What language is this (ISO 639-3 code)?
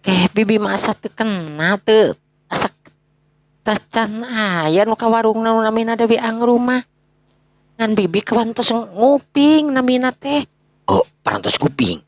sun